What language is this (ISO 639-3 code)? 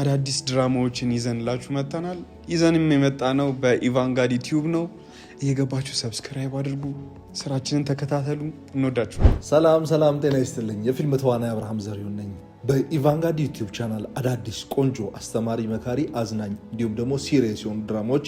amh